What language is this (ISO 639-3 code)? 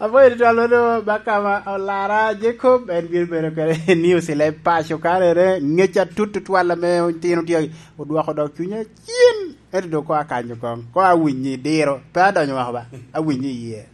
laj